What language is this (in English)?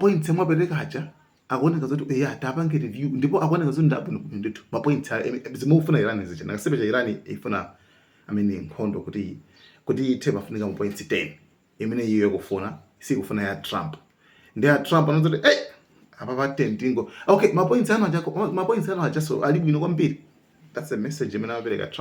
Nyanja